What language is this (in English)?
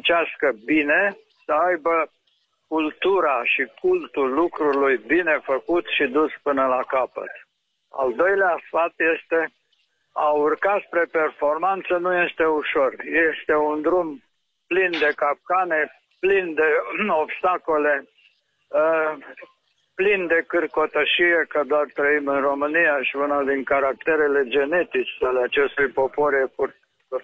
Romanian